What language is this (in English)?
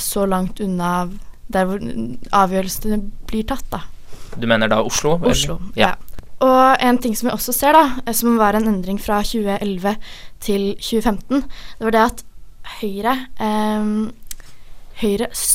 Norwegian